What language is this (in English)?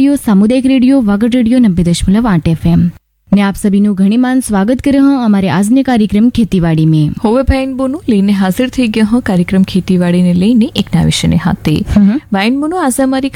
Gujarati